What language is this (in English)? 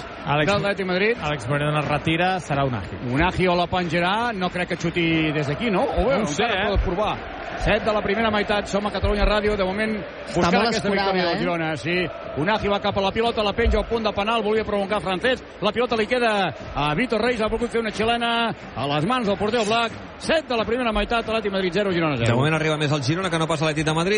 Catalan